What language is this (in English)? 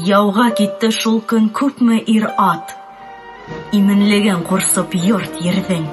Bashkir